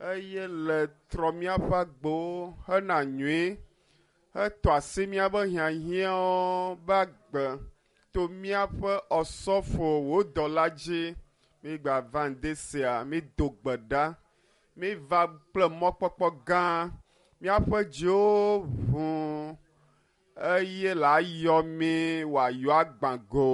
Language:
Ewe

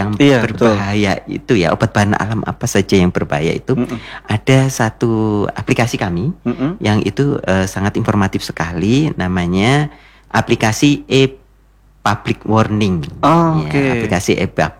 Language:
Indonesian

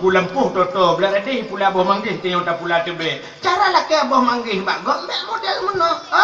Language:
Achinese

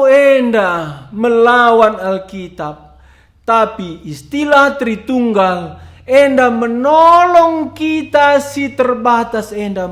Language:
Batak Karo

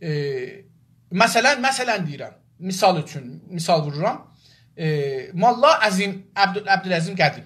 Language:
South Azerbaijani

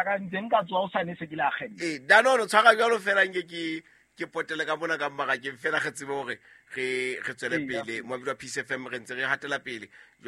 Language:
Southern Sotho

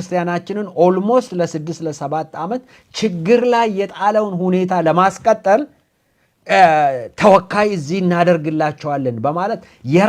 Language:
Amharic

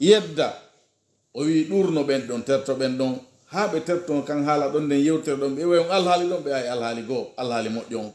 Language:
Pular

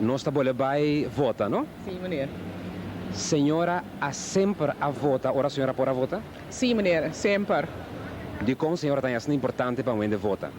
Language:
Papiamento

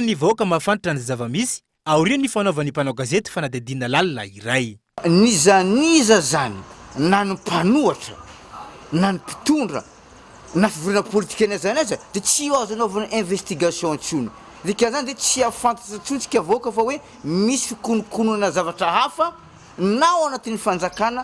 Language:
Malagasy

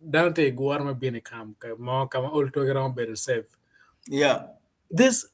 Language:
Acoli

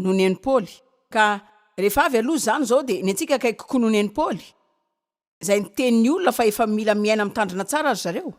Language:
Malagasy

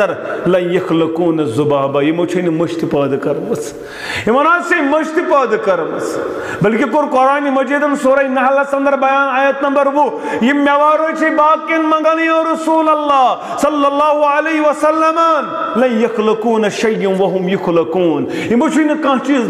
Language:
Kashmiri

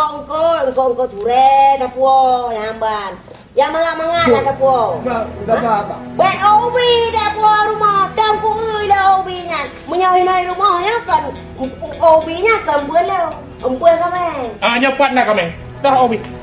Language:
Achinese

